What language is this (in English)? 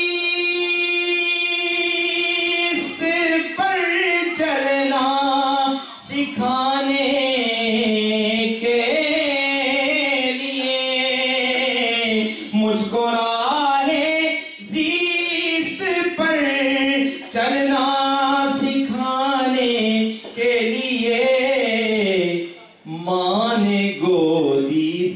Urdu